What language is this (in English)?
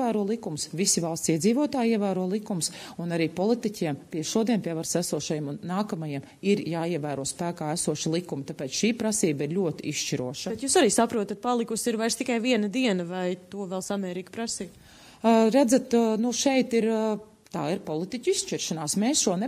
Latvian